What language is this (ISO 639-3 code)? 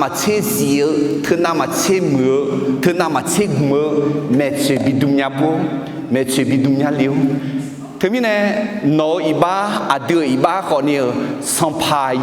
ahk